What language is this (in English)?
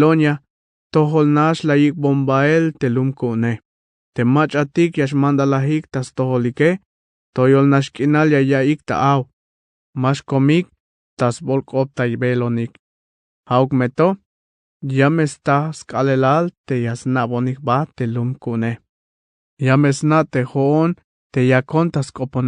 Tzeltal